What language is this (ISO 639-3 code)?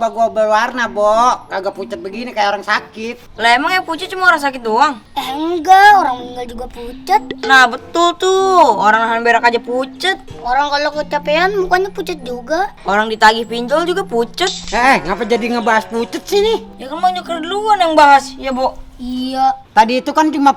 bew